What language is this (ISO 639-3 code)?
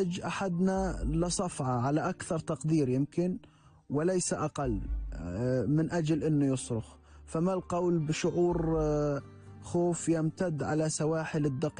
apc